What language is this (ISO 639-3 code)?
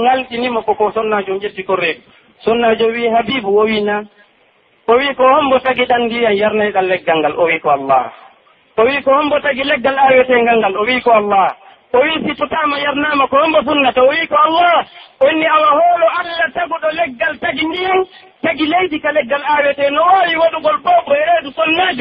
fuf